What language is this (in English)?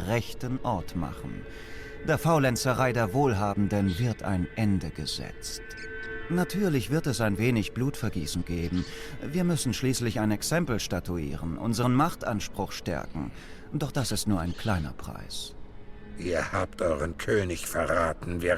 Swiss German